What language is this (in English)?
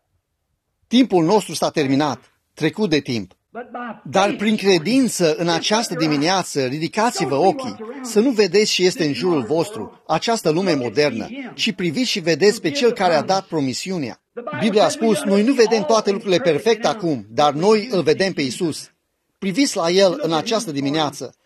Romanian